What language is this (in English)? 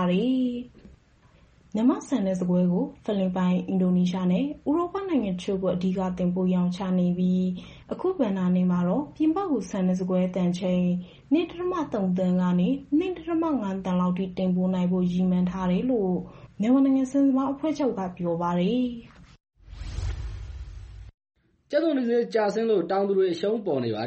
Burmese